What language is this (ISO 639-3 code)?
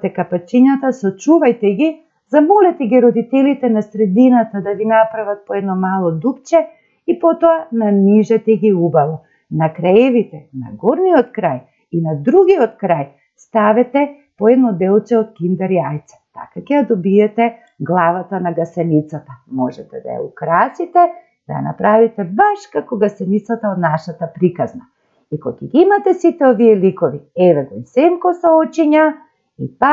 mkd